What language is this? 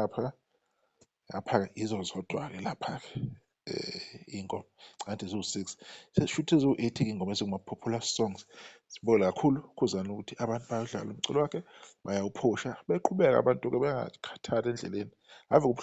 Zulu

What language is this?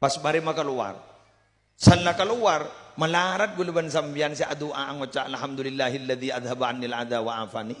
Madurese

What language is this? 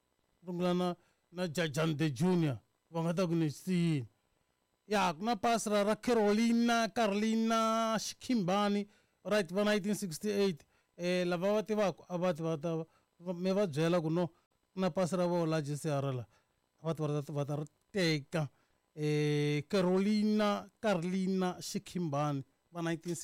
Tsonga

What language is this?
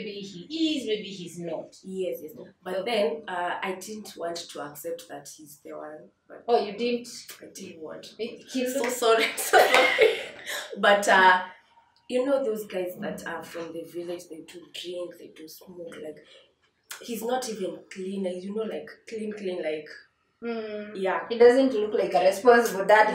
English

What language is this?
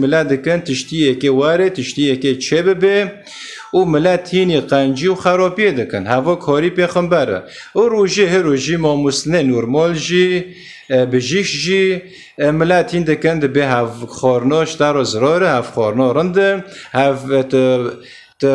Kurdish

